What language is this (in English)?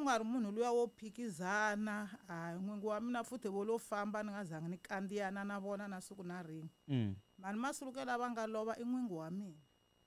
Tsonga